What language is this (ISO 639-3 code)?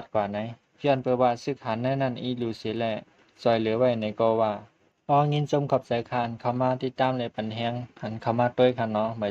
shn